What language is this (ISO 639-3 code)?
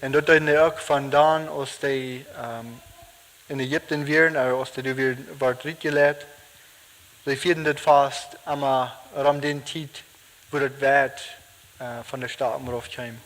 pdt